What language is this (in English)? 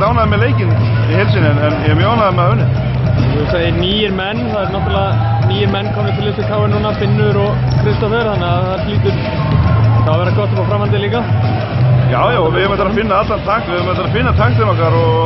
Icelandic